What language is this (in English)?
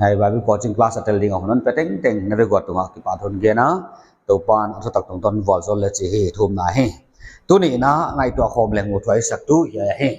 Paite Chin